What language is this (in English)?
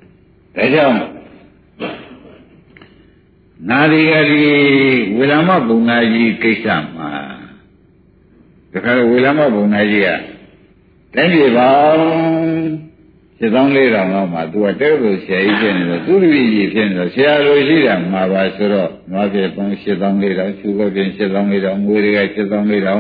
Burmese